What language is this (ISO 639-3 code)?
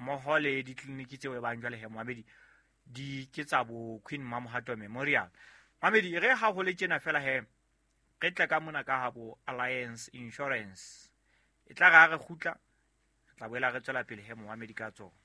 sot